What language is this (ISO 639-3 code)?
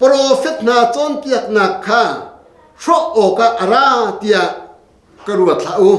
cnh